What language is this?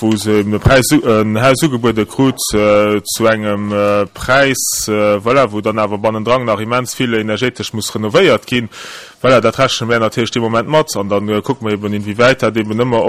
Luxembourgish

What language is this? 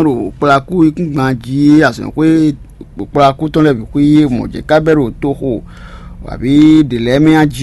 Fon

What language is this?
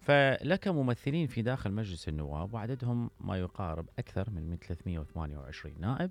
Mesopotamian Arabic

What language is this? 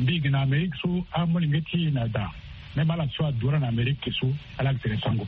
Sango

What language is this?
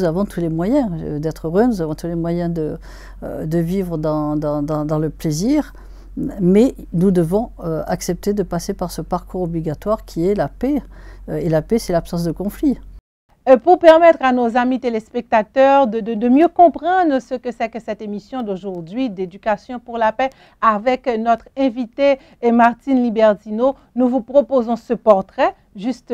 French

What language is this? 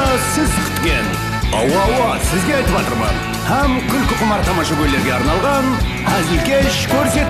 Kara-Kalpak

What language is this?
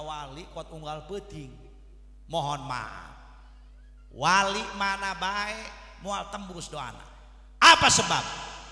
Sundanese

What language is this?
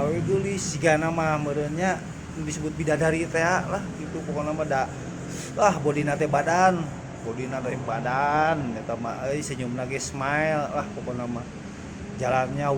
Sundanese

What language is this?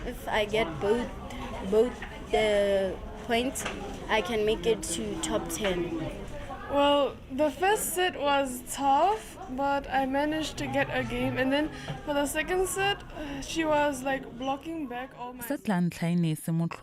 Tswana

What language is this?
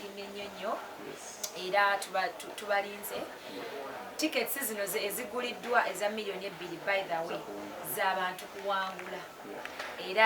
Ganda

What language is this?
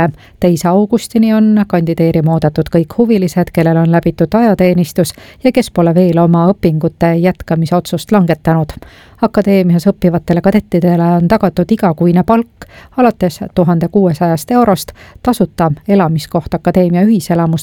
Estonian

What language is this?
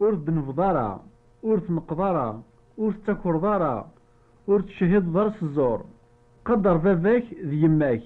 Kabyle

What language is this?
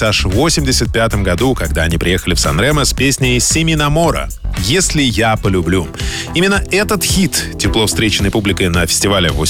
Russian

